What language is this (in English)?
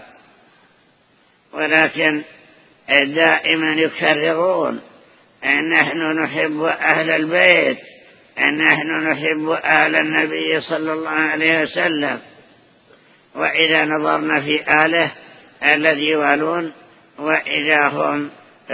Arabic